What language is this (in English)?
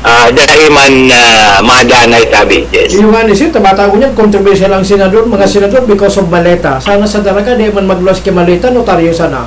Bikol